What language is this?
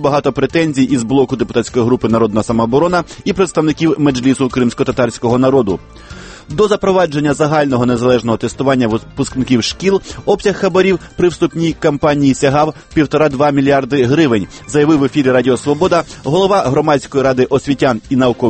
Ukrainian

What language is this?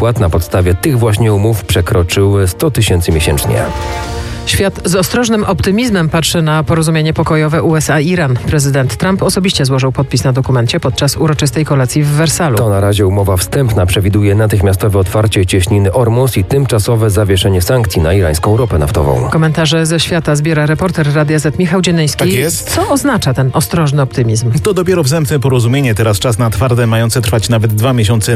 Polish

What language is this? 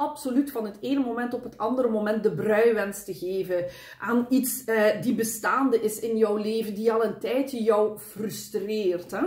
Dutch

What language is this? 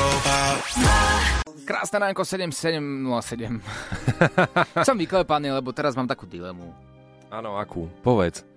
Slovak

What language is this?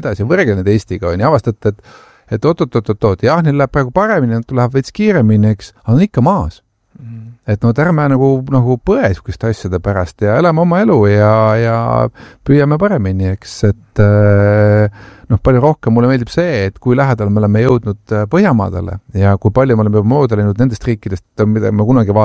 Estonian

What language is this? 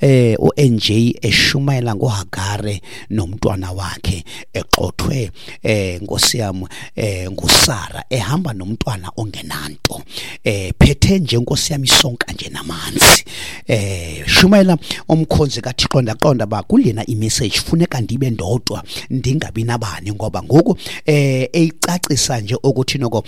Xhosa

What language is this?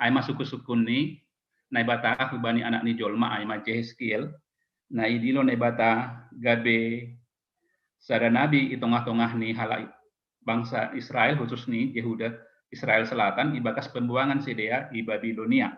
Batak Simalungun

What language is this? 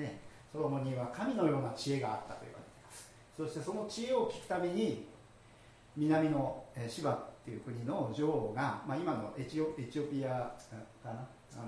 Japanese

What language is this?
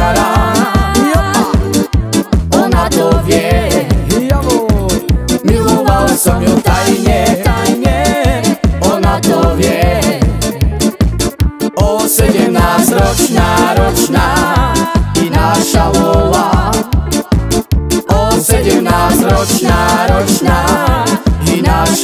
Slovak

